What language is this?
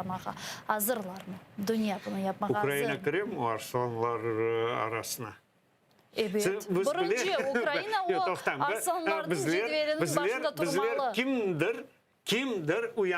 Crimean Tatar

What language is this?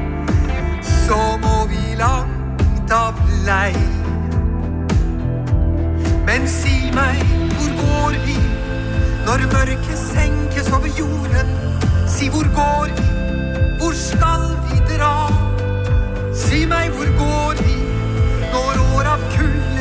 Norwegian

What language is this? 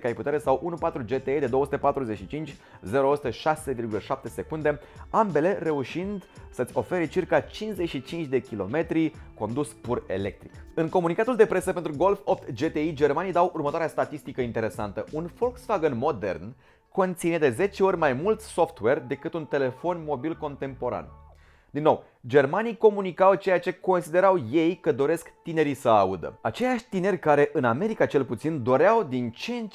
Romanian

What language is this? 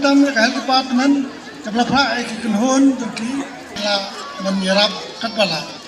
Khasi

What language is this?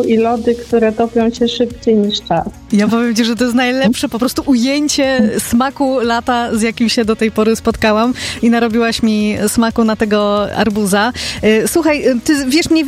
Polish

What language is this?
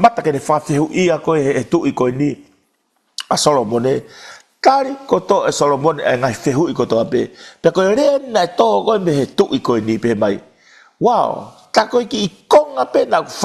Tongan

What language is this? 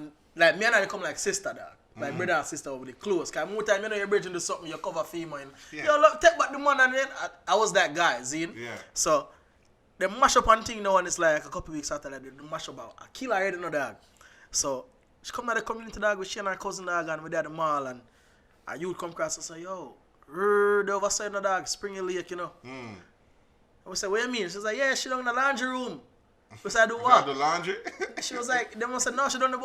Jamaican Creole English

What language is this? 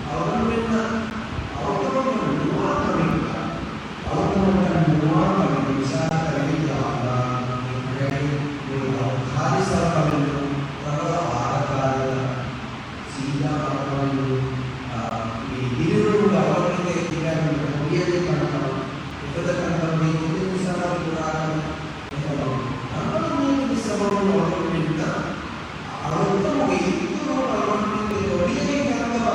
Divehi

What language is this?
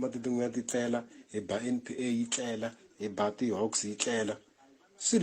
Tsonga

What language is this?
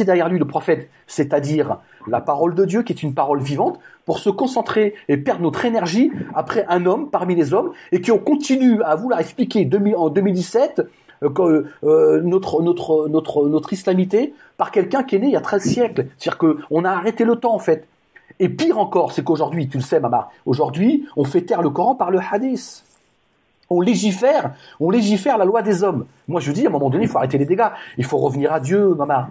French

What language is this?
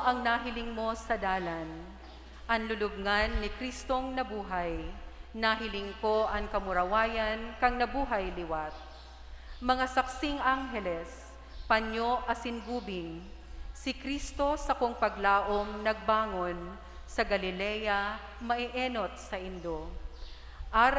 Bikol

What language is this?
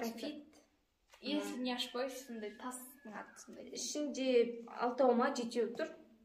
Kazakh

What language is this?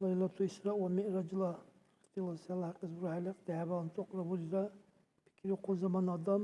Dargwa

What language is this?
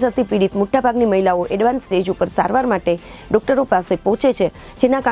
Gujarati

